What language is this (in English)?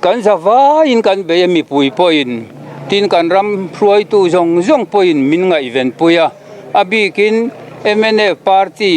Mizo